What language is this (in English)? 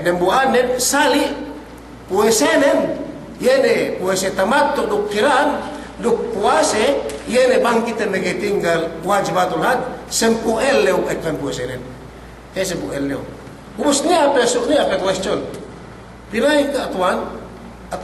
Yakan